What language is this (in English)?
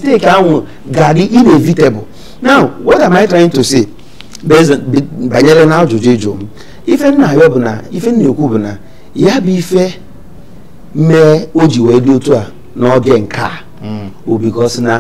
Igbo